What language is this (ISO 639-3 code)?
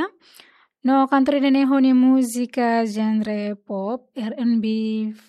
tet